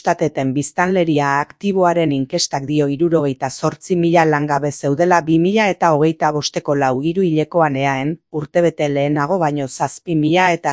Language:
Basque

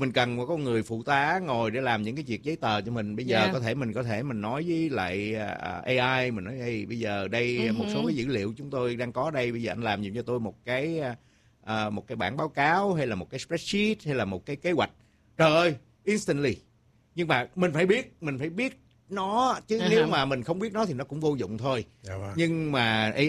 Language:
Vietnamese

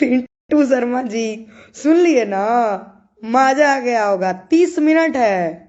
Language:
Bhojpuri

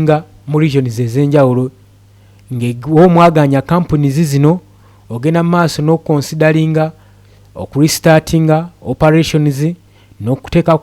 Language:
Ganda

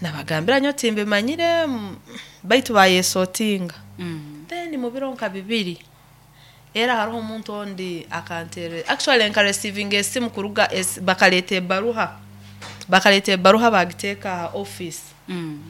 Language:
Nyoro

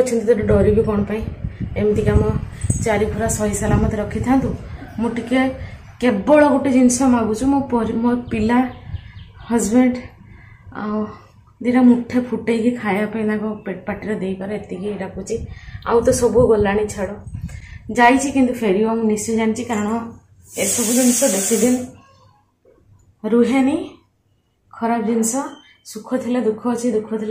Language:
Odia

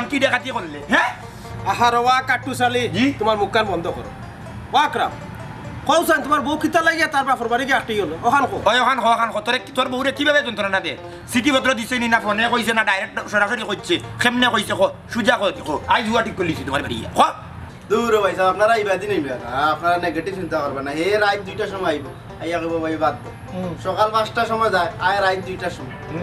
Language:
Sylheti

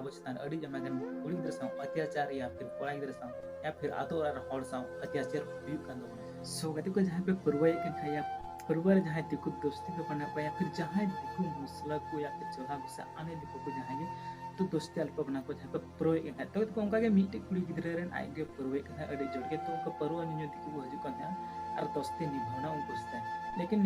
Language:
Santali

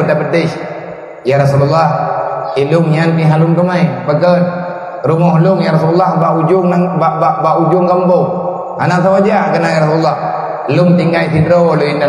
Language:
Achinese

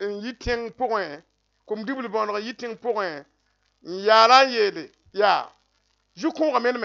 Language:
Mossi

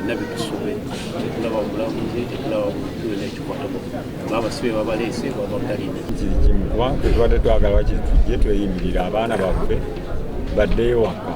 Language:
Ganda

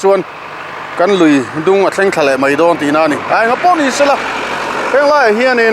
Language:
Mizo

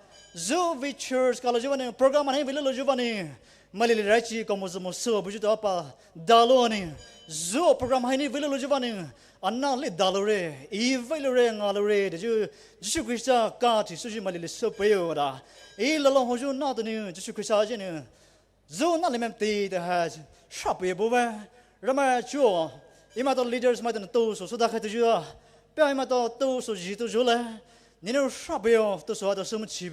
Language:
Poumei Naga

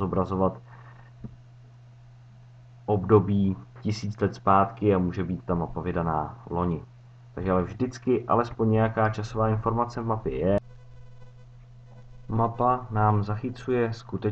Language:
Czech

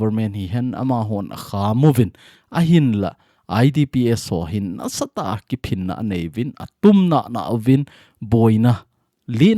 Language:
Thado Chin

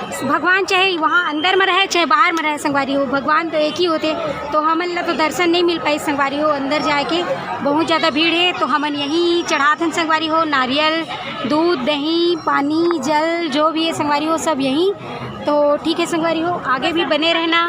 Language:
Chhattisgarhi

